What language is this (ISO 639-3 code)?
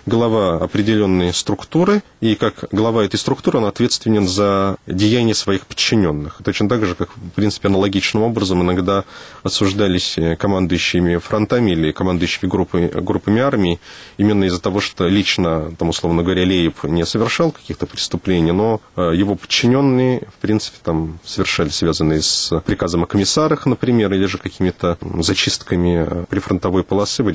rus